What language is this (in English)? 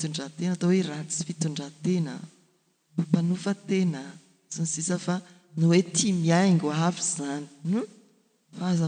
Malagasy